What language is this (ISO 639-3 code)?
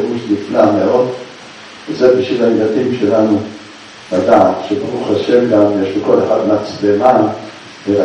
heb